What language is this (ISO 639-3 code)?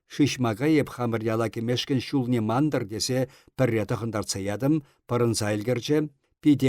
chv